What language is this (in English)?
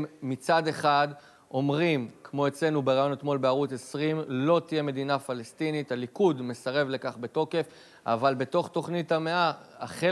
Hebrew